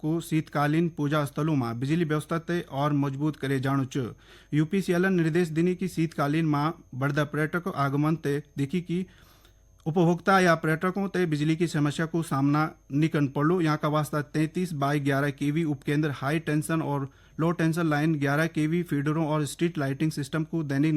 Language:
Garhwali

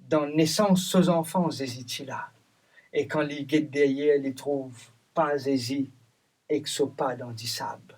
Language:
Morisyen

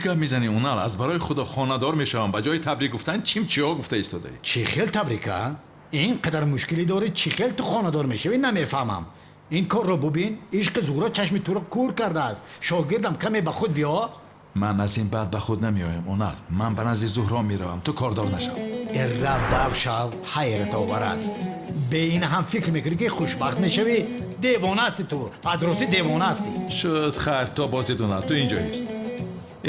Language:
Tajik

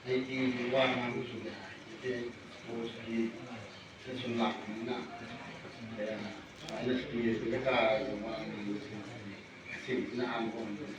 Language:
Manipuri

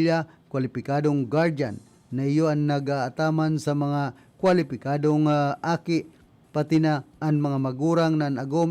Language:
Bikol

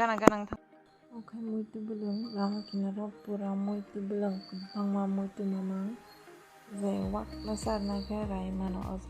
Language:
Kok Borok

